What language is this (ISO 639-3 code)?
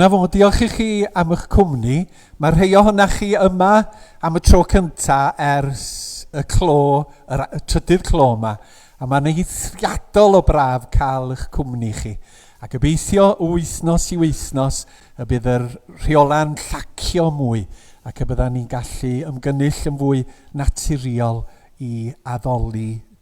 cym